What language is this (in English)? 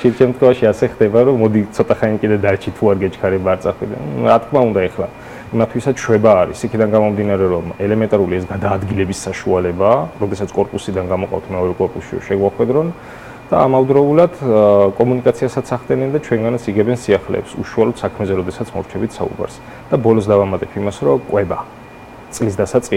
Georgian